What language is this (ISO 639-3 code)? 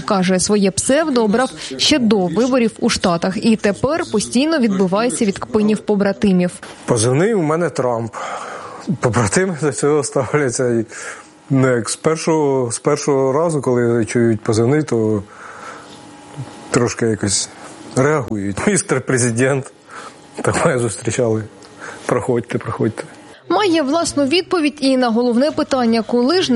ukr